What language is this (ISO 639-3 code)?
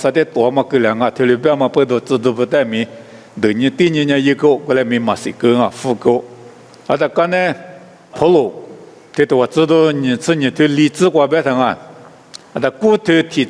lis